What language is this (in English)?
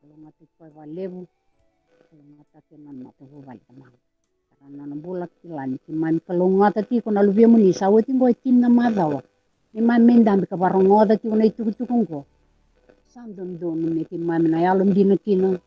Fijian